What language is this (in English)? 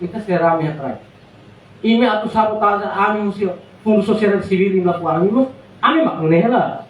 Tetum